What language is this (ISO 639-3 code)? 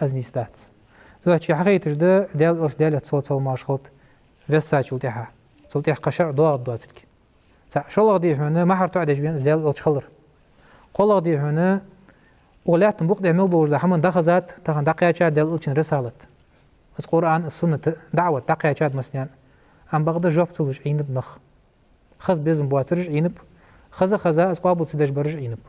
inh